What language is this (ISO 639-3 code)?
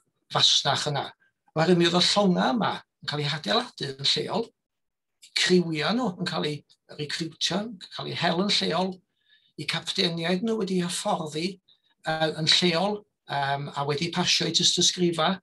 cym